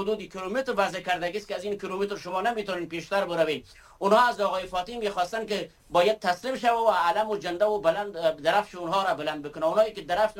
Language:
Persian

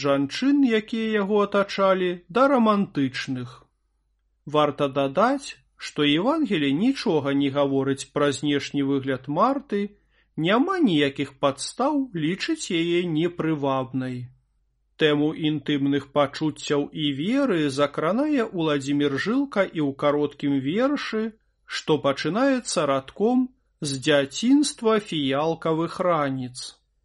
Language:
Belarusian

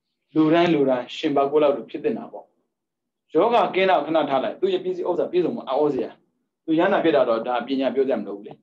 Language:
Burmese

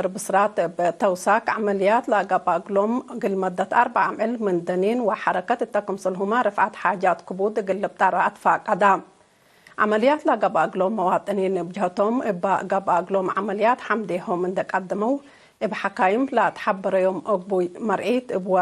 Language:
Tigre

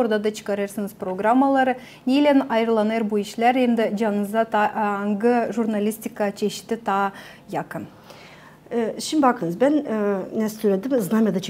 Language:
Gagauz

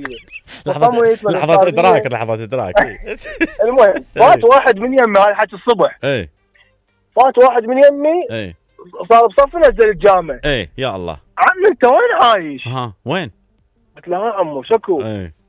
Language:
Mesopotamian Arabic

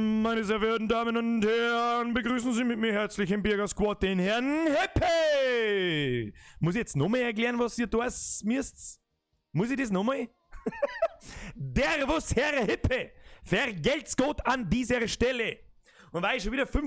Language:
Bavarian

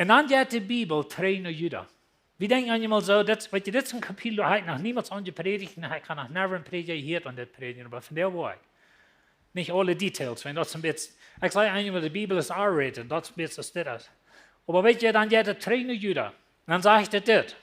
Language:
Plautdietsch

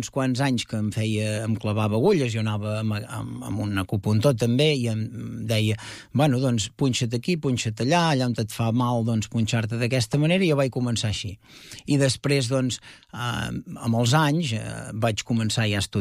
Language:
Catalan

